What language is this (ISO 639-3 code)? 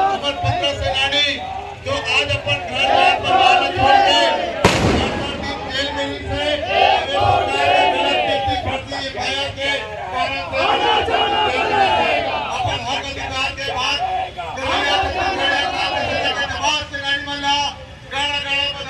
hne